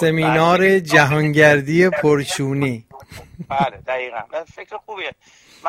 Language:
Persian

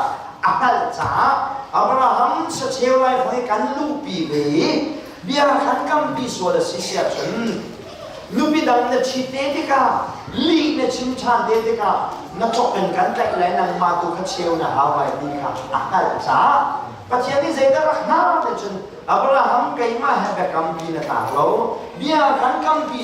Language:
Hakha Chin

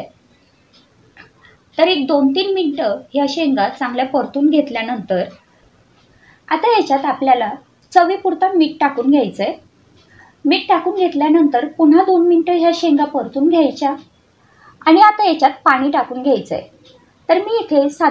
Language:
Marathi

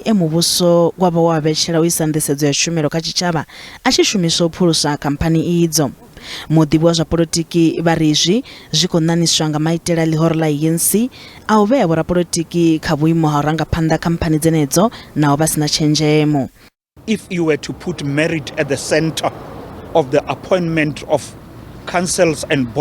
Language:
Venda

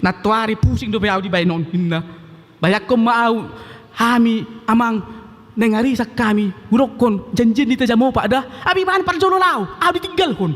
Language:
Batak Toba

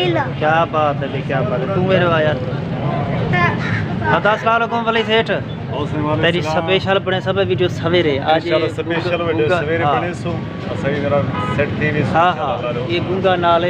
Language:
Saraiki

